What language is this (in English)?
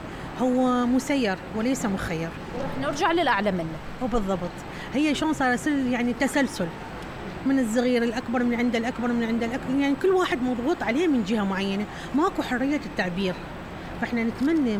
Mesopotamian Arabic